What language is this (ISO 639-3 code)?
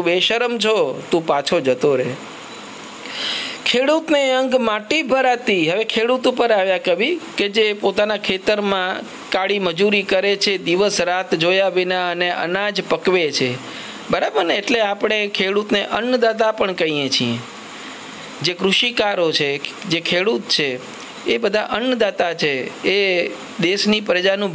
guj